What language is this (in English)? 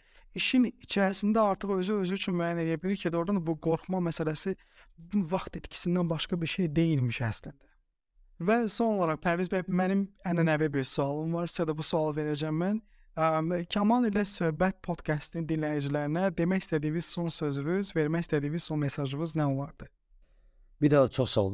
Azerbaijani